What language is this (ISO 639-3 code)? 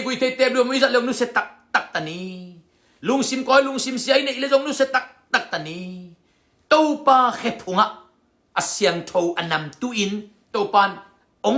ctd